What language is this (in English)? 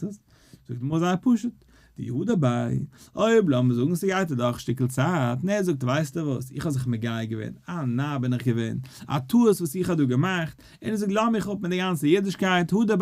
Yiddish